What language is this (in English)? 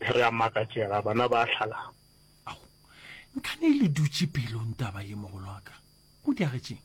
Northern Sotho